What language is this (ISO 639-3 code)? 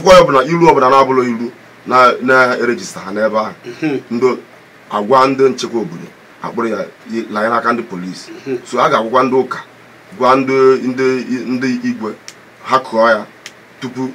ibo